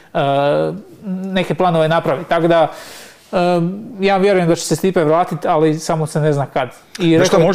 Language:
Croatian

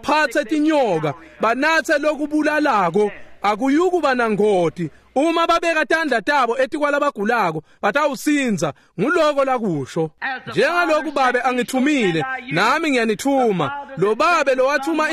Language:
Swati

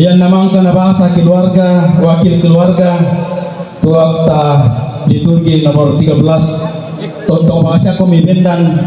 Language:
Toraja-Sa'dan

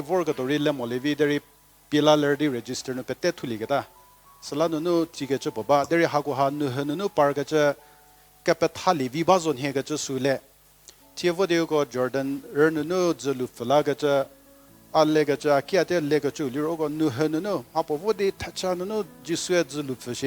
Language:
Angami Naga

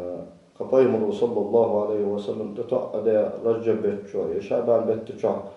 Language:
Ingush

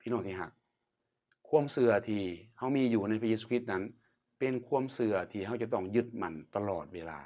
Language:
Lao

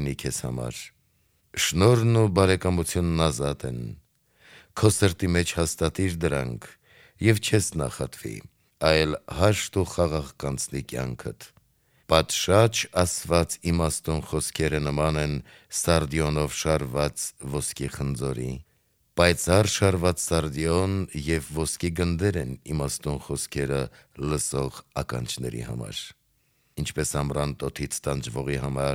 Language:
Armenian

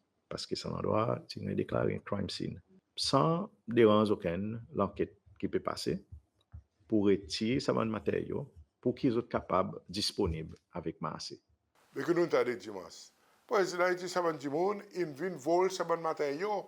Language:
Seselwa Creole French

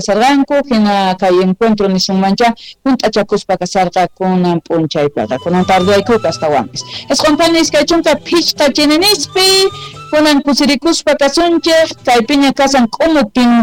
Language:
South Bolivian Quechua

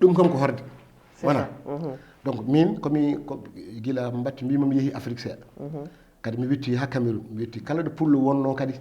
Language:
Fula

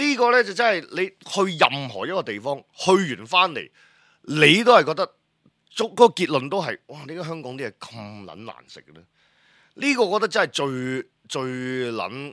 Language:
Cantonese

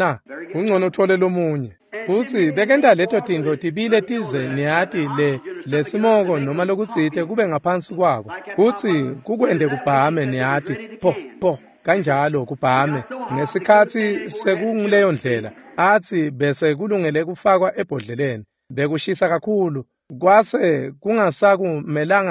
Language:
Swati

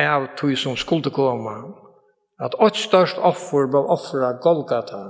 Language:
Faroese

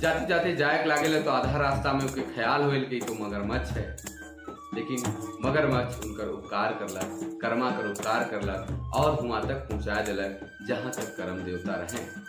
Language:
Sadri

